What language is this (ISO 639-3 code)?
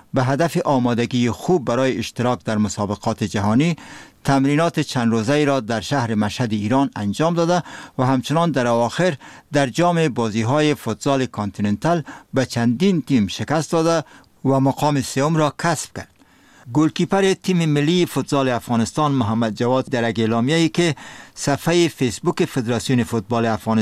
fas